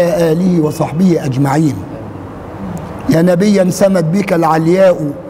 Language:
Arabic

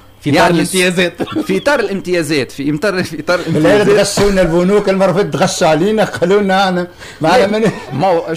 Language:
Tunisian Arabic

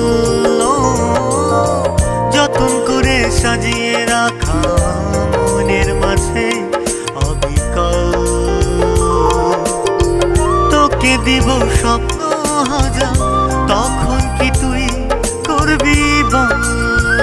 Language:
Bangla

